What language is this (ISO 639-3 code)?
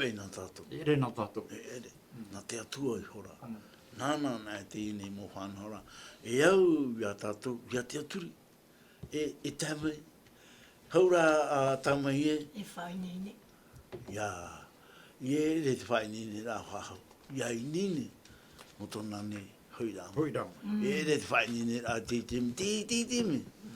tah